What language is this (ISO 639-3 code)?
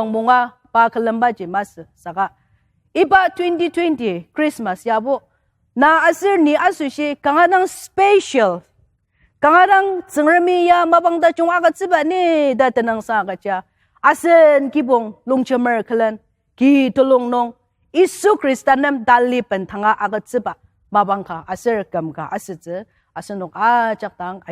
njo